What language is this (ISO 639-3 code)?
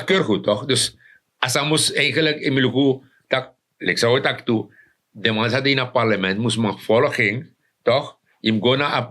srn